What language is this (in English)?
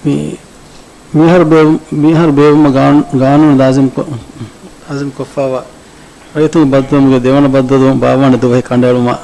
Divehi